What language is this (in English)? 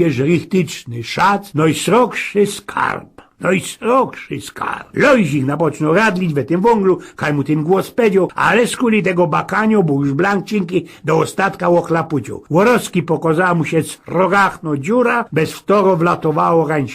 Silesian